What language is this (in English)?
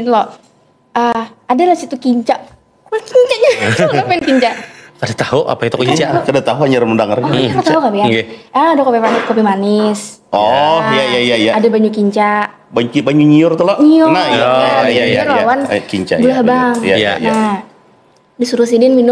Banjar